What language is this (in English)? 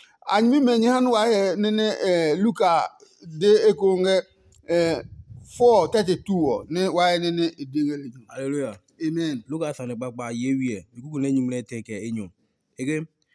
Adangme